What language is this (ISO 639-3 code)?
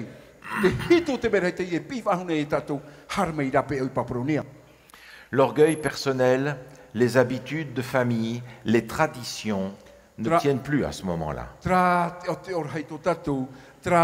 tah